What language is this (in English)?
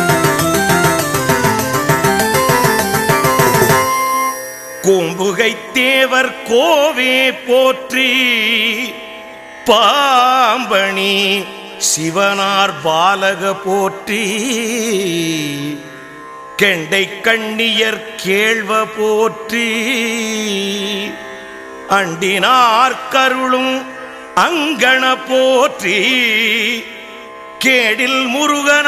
Tamil